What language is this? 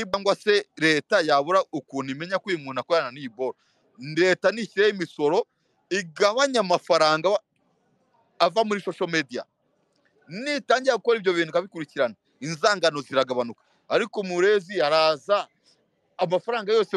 Kinyarwanda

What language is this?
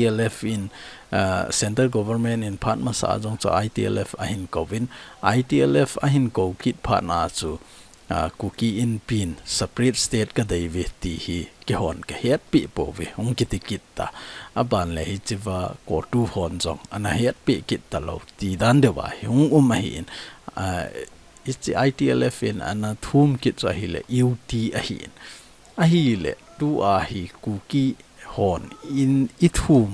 Thado Chin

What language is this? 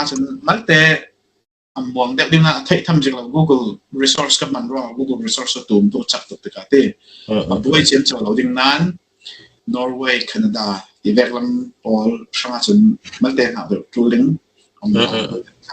Falam Chin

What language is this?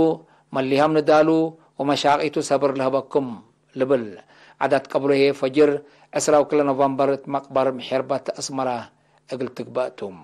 Tigre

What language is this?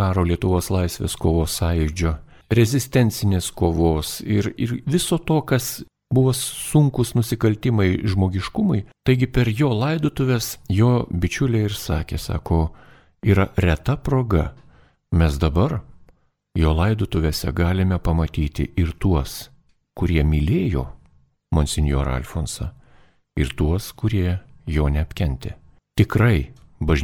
Lithuanian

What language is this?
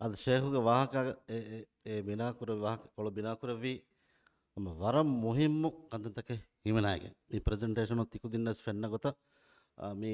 Divehi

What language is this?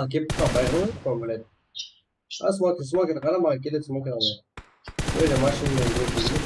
Kara-Kalpak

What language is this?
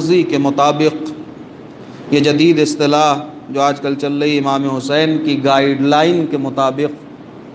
Urdu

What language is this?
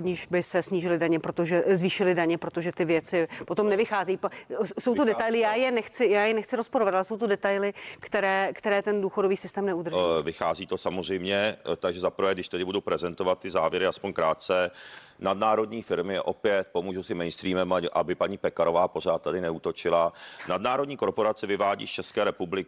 Czech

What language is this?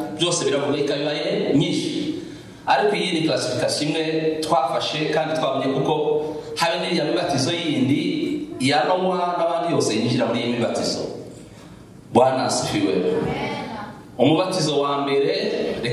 Kinyarwanda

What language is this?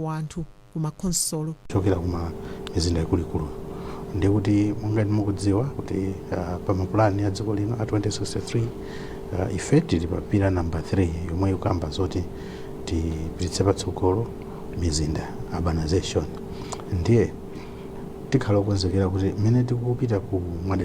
Nyanja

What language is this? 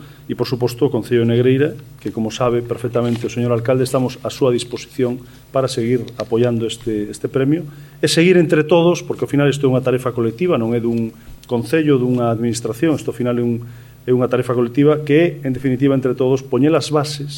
Galician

